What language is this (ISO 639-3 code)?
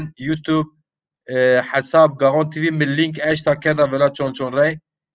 zza